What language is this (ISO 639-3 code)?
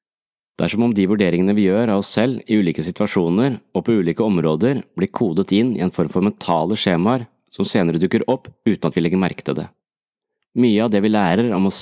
nor